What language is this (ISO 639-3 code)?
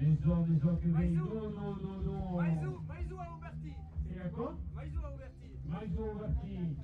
oci